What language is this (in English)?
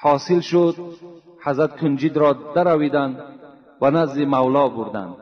Tajik